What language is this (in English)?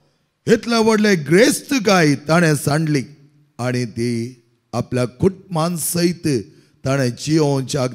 Konkani